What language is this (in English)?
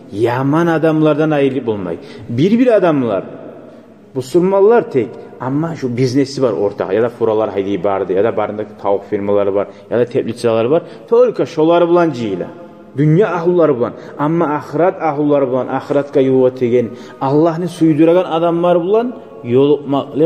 Kumyk